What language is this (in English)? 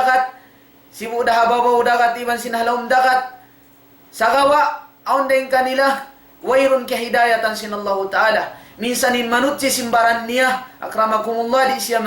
Tausug